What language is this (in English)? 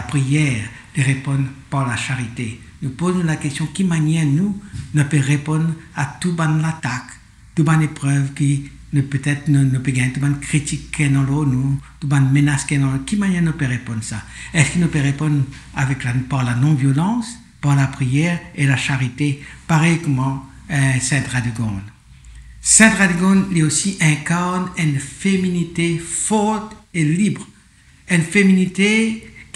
Morisyen